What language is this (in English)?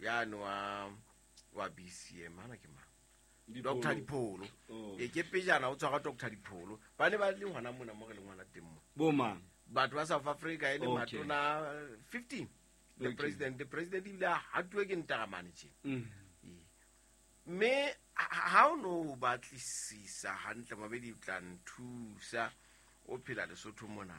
Southern Sotho